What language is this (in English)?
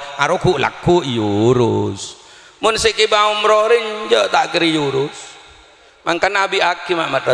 Madurese